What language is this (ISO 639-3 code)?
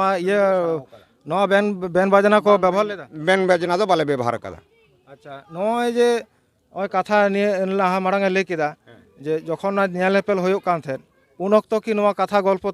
sat